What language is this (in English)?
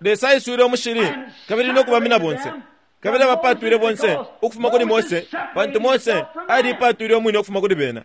Bemba